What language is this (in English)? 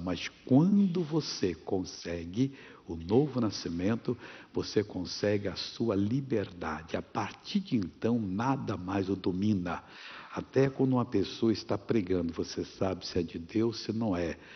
Portuguese